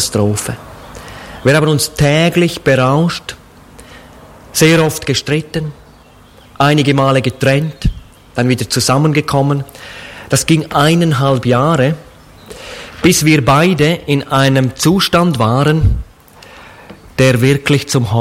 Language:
German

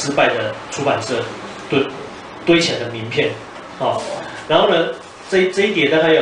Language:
Chinese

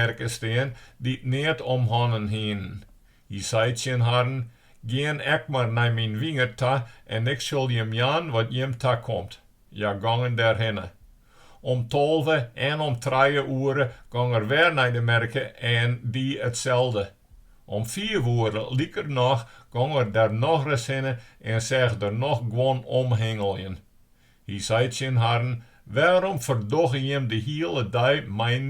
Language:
Western Frisian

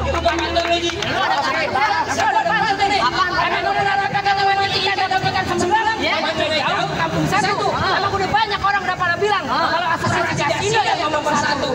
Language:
Betawi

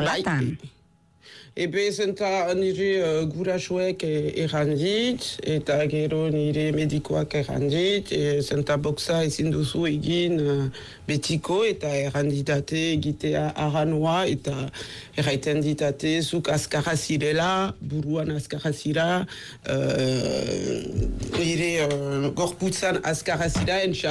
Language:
Basque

